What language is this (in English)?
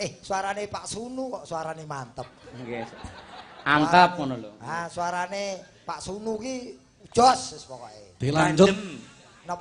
Javanese